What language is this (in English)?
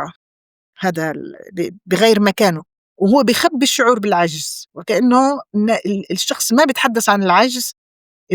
North Levantine Arabic